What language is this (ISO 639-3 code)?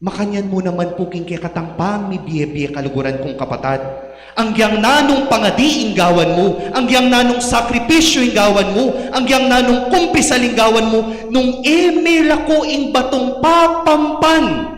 pam